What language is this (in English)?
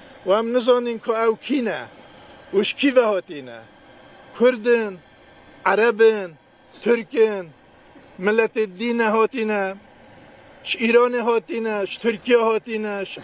Kurdish